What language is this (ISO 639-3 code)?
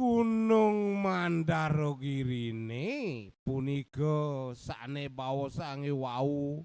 ban